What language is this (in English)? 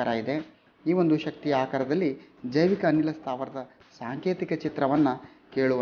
Kannada